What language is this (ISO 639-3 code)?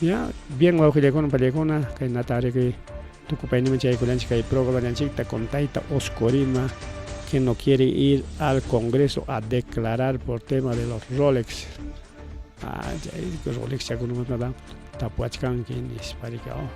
quy